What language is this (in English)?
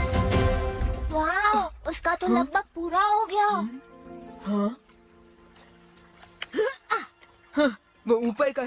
Hindi